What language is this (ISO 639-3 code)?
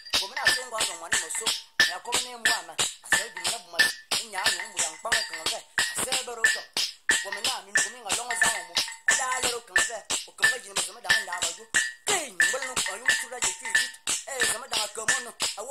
fan